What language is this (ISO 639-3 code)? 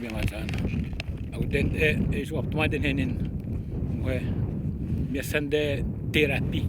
atj